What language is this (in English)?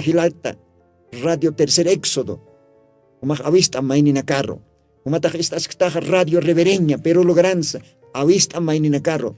Aymara